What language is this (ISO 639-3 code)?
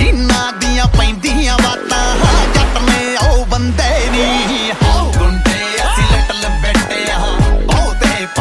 pan